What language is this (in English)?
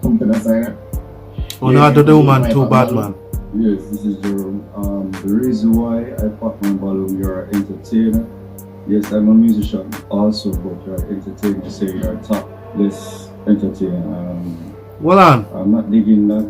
Jamaican Creole English